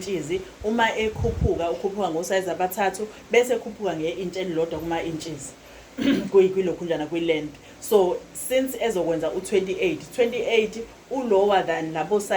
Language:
Zulu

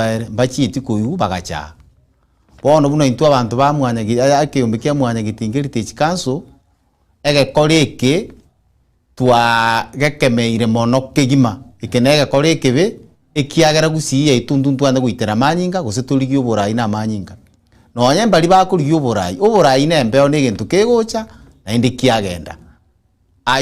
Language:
Gusii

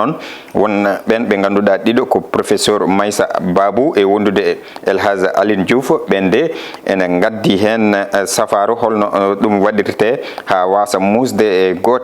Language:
Fula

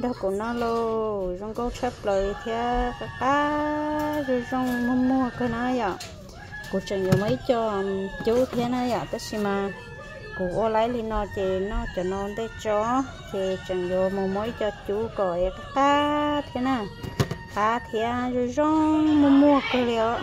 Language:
Hmong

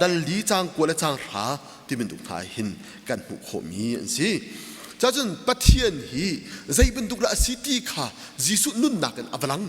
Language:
Hakha Chin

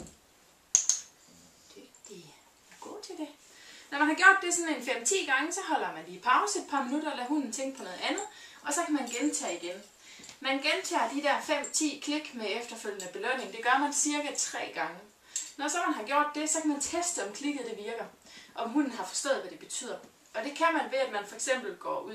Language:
Danish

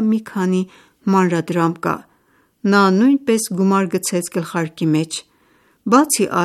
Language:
Armenian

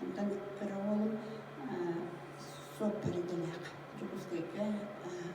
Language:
Yakut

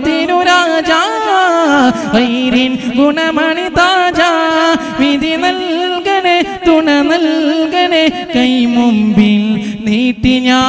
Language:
Malayalam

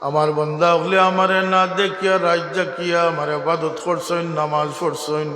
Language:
Sylheti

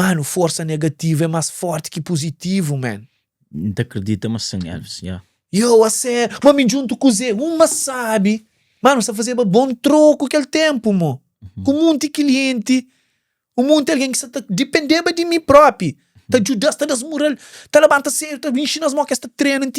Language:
Kabuverdianu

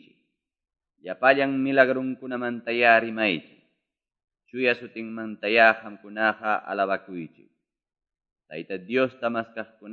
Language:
Ayacucho Quechua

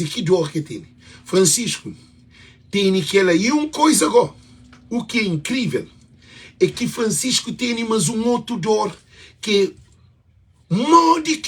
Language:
Kabuverdianu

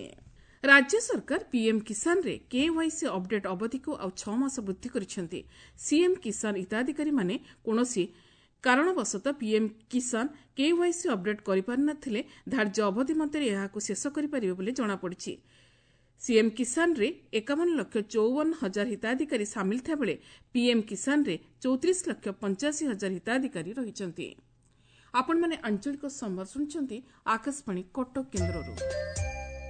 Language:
Odia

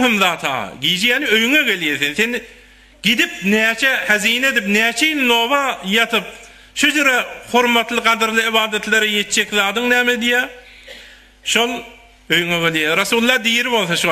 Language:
Turkmen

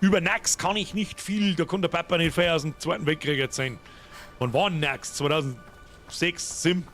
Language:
Bavarian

